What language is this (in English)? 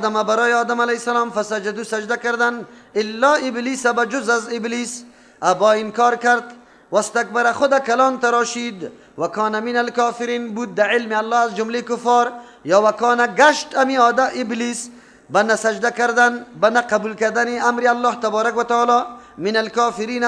Persian